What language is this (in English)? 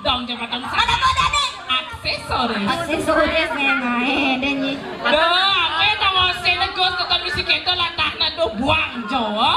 Balinese